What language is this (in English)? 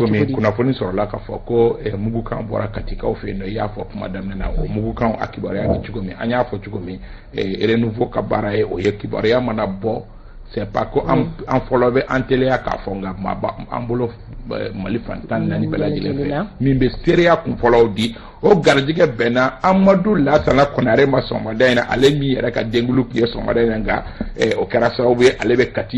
Bambara